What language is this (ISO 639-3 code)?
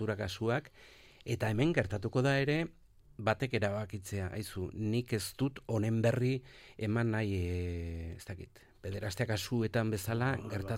eus